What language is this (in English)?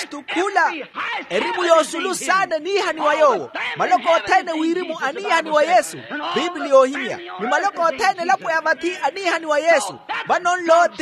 Makhuwa